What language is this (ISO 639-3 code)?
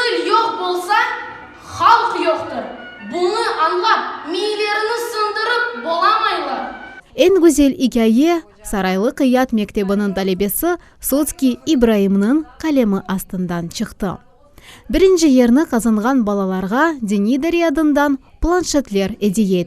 crh